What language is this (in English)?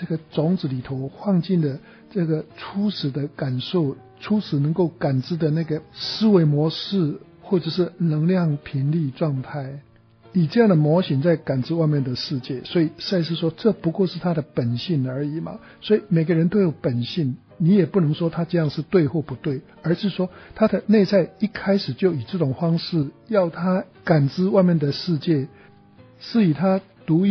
Chinese